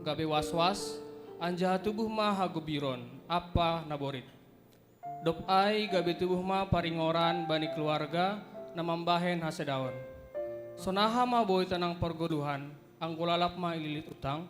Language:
Batak Simalungun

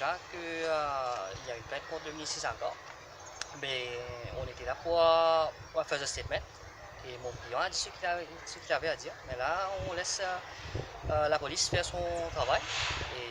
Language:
Morisyen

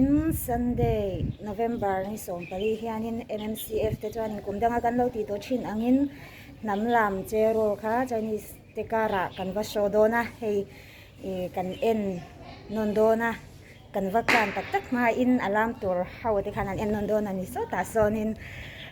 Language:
Mizo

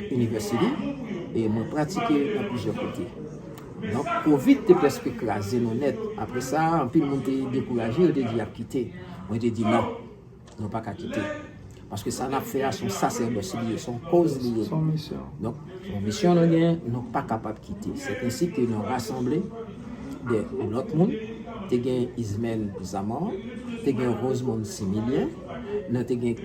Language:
Haitian Creole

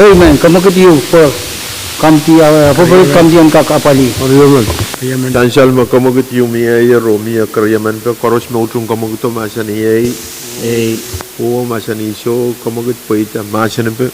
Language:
Pohnpeian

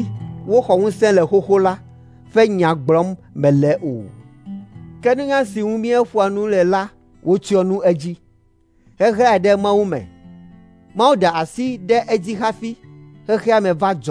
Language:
Ewe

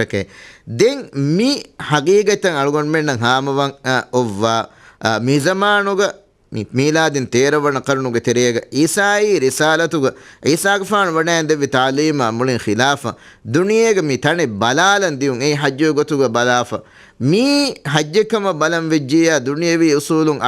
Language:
Divehi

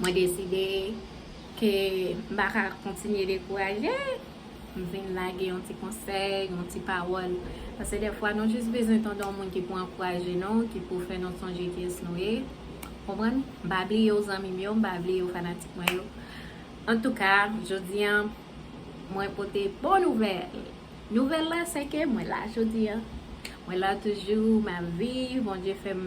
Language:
Haitian Creole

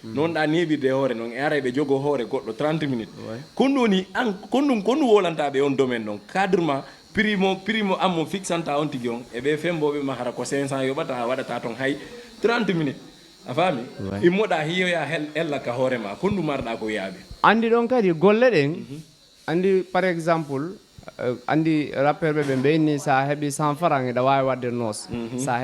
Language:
Fula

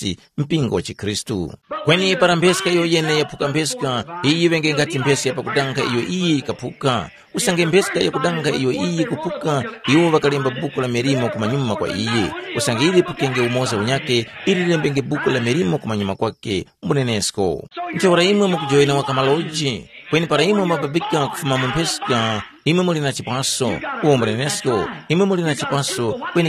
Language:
Tumbuka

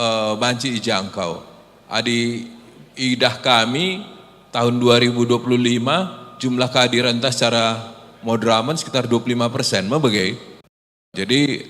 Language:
Batak Karo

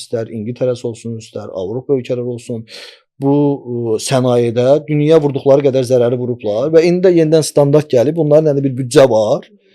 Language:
Azerbaijani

